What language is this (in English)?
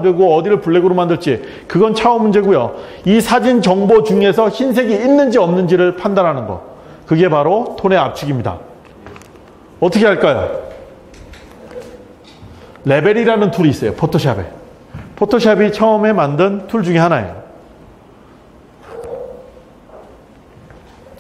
Korean